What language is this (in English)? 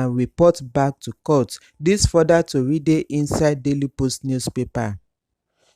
Nigerian Pidgin